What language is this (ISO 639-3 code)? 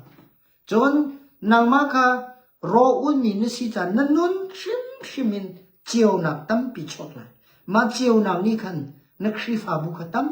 cnh